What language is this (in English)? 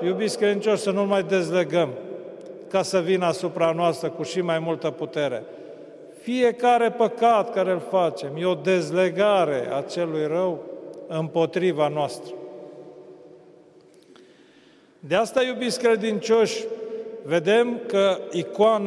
Romanian